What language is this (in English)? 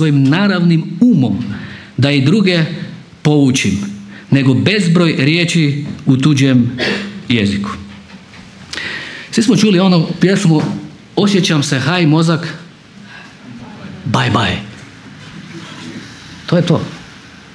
Croatian